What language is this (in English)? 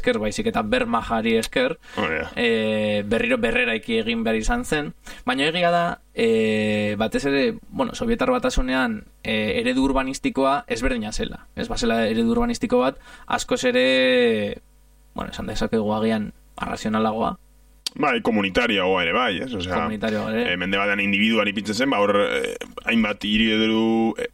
Basque